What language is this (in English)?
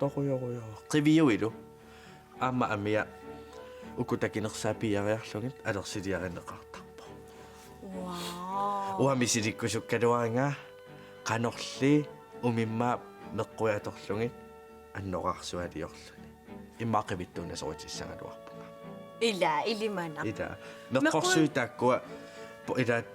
Kalaallisut